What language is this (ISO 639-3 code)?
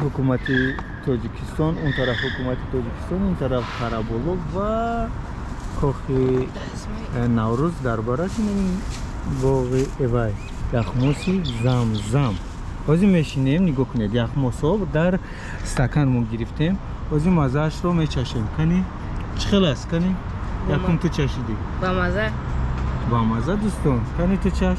tgk